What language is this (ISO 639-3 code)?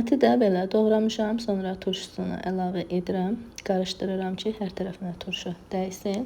aze